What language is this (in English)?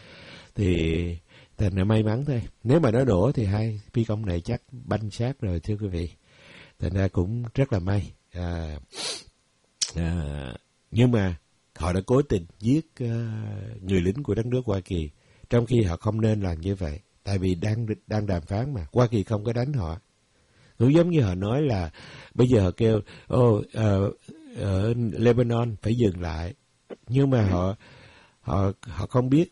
Vietnamese